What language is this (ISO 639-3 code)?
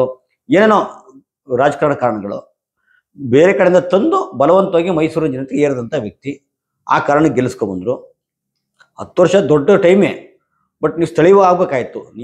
kan